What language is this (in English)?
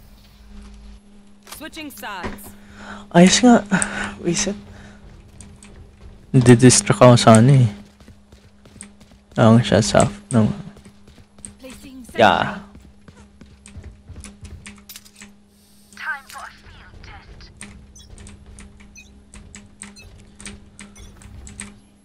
Filipino